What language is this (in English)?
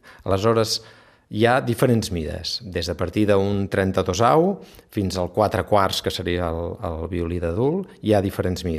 Catalan